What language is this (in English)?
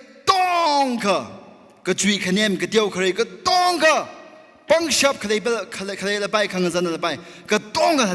Tangkhul Naga (India)